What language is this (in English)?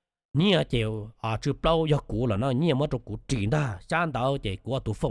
Hmong